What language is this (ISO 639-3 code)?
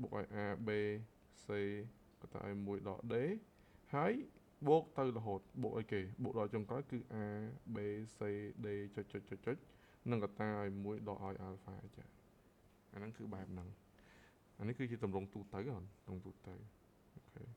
khm